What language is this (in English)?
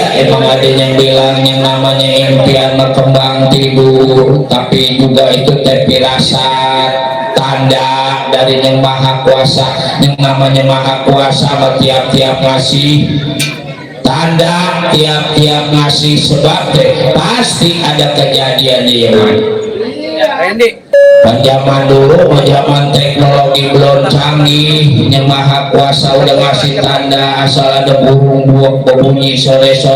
Betawi